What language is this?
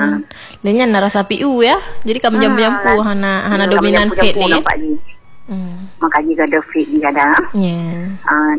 Malay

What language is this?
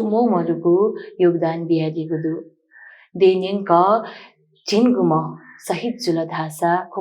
Newari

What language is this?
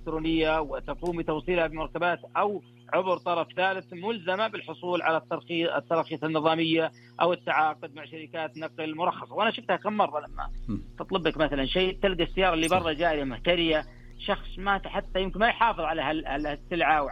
Najdi Arabic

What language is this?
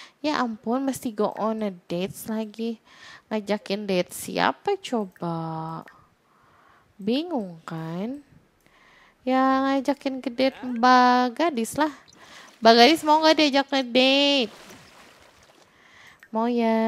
Indonesian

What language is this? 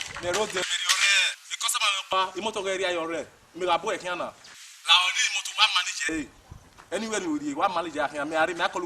Bini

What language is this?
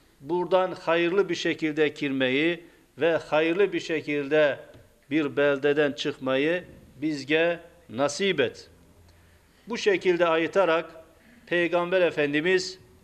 Crimean Tatar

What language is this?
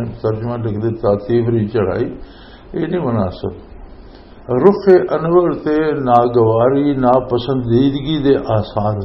Western Panjabi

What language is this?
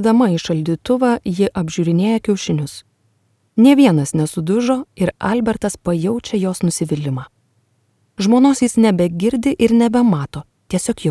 Lithuanian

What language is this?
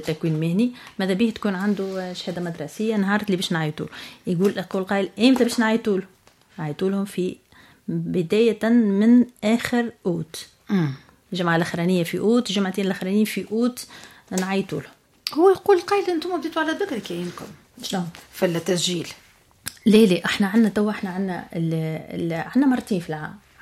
Tunisian Arabic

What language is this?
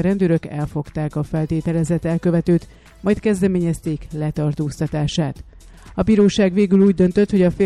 Hungarian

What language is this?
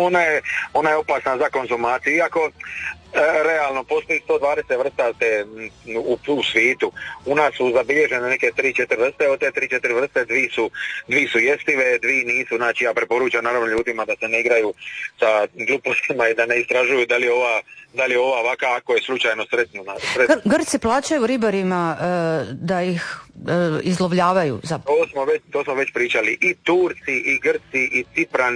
Croatian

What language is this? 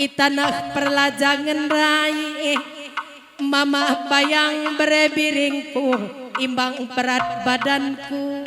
Batak Karo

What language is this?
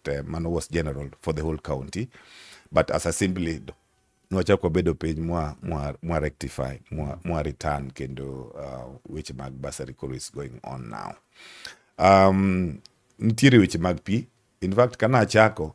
Luo (Kenya and Tanzania)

